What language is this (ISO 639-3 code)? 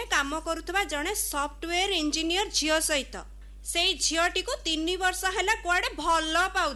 ori